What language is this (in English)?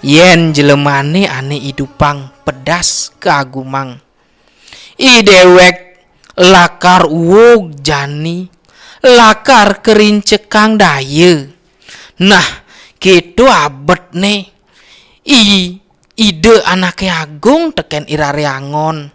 Balinese